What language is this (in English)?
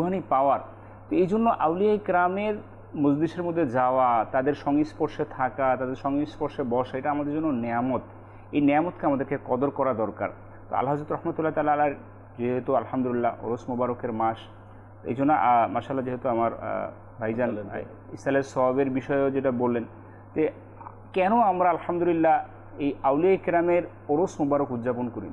Bangla